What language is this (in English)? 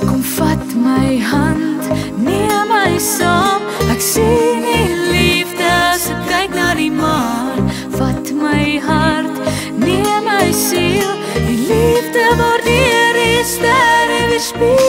Afrikaans